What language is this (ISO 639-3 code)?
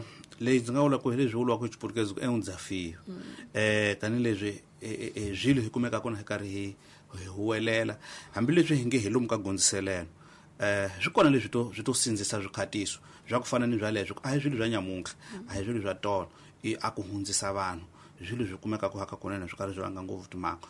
tso